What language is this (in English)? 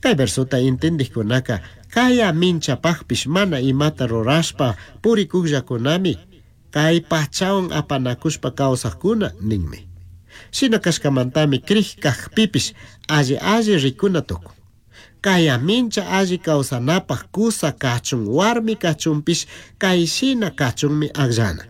Chimborazo Highland Quichua